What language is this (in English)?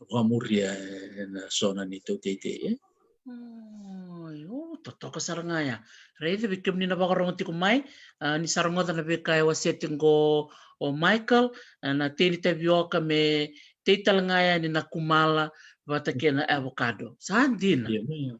Fijian